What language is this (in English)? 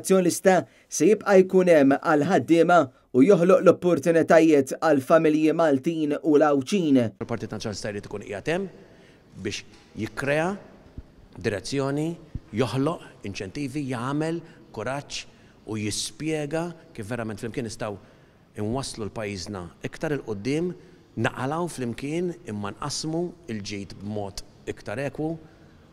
Maltese